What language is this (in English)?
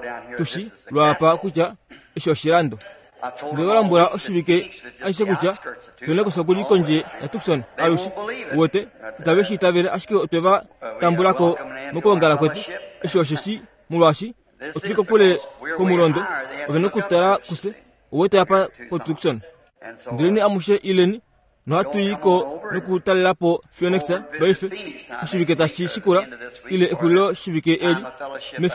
Kuanyama